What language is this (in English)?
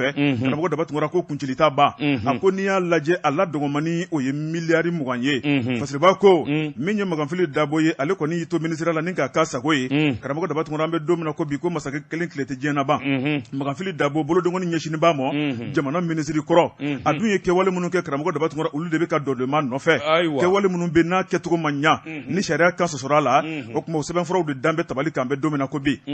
Bambara